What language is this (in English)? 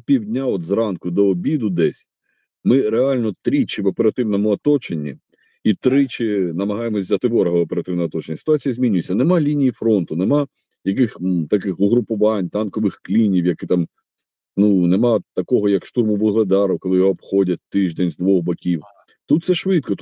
Ukrainian